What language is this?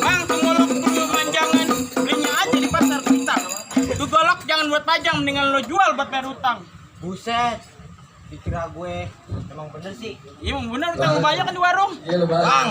Betawi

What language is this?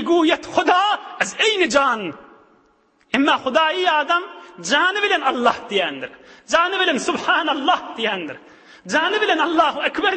Turkmen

